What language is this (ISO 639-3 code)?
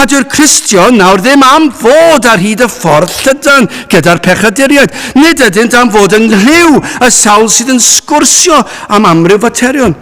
cym